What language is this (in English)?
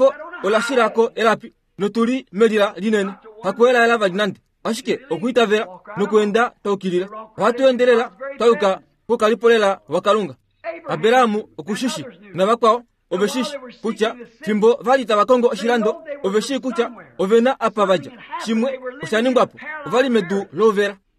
Kuanyama